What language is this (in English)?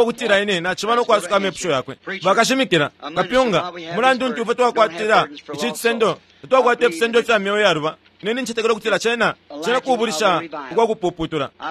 Bemba